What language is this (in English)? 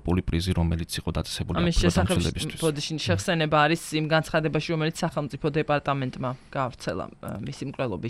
Georgian